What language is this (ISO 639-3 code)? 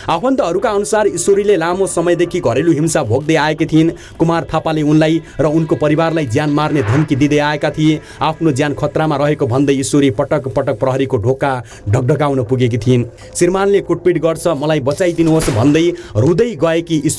nep